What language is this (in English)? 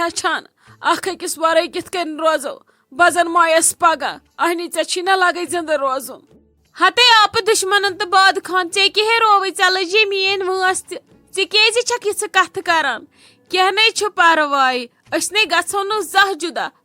Kashmiri